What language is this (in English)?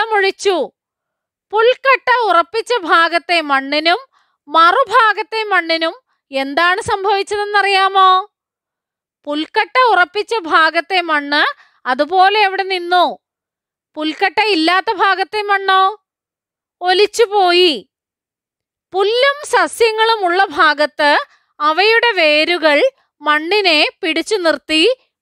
Malayalam